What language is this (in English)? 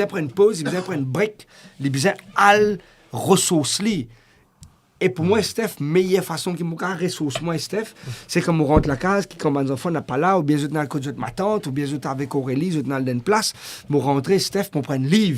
Morisyen